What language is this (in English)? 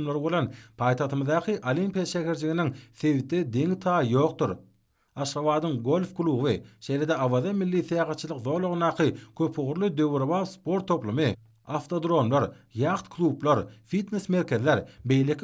Turkmen